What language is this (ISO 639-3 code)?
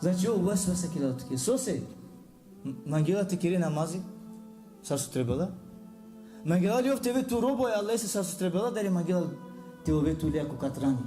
rmn